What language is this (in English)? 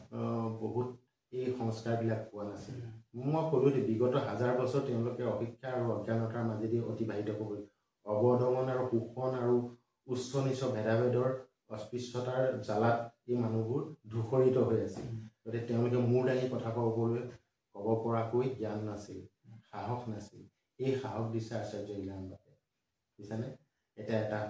Assamese